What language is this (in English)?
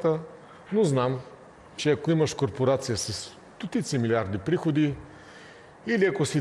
Bulgarian